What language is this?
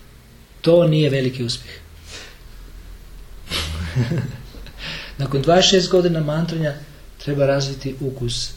Croatian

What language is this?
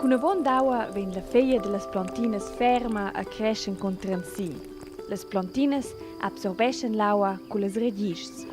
Romansh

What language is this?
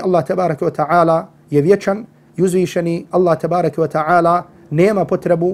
Bosnian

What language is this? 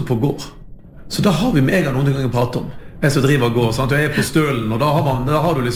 Norwegian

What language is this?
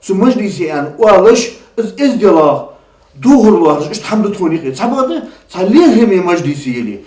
Ingush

